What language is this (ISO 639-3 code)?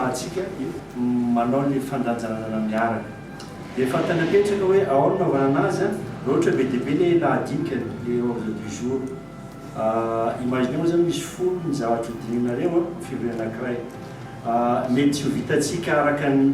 mlg